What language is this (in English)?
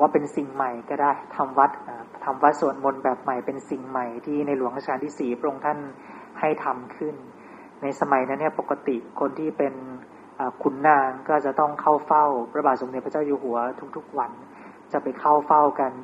Thai